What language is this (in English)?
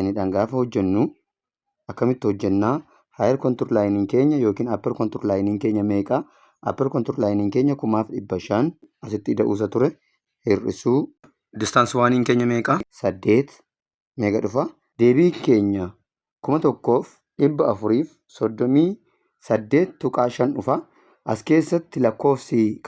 Oromo